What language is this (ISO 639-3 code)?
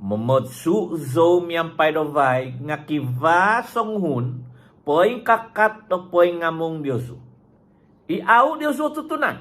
dtp